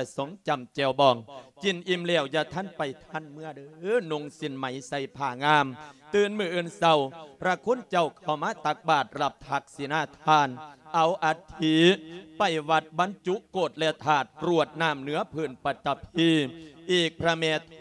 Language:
Lao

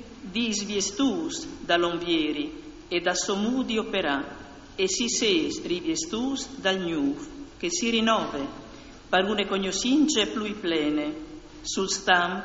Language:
Friulian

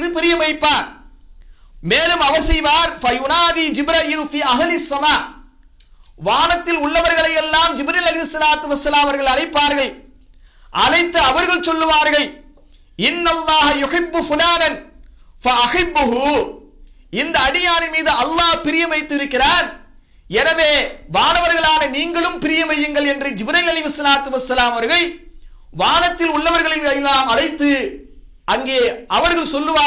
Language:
Tamil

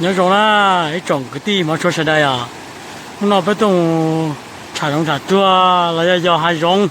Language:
Hmong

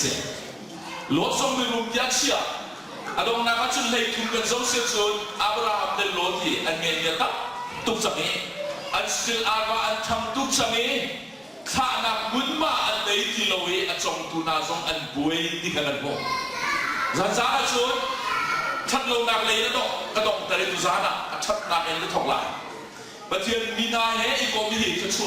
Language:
Hakha Chin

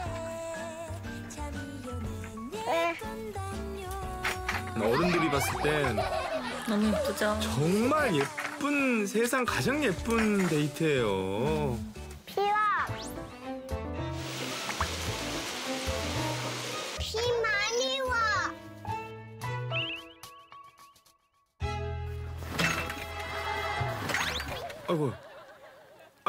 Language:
Korean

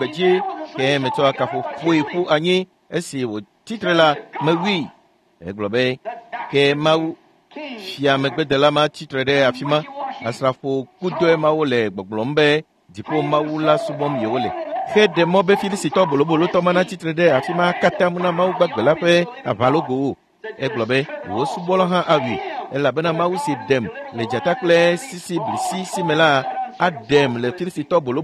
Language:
Ewe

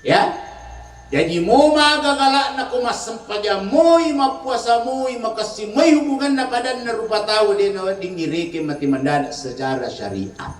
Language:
Buginese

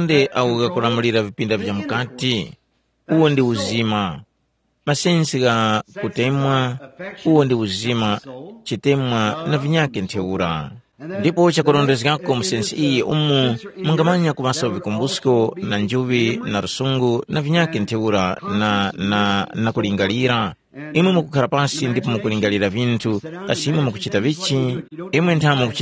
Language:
Tumbuka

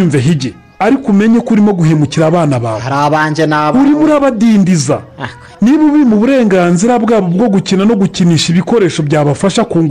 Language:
Kinyarwanda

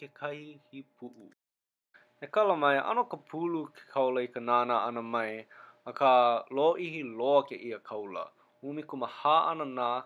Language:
Hawaiian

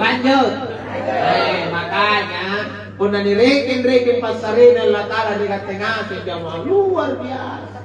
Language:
Makasar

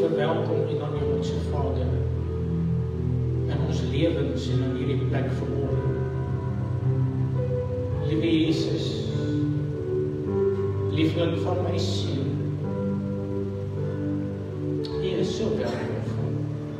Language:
Afrikaans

